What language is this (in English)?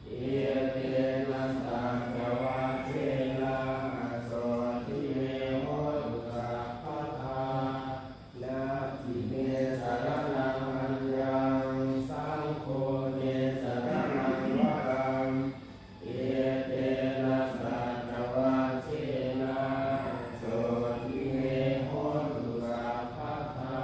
Pali